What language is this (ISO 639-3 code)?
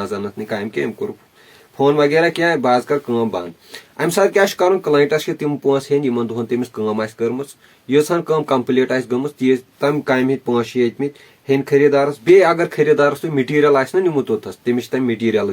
kas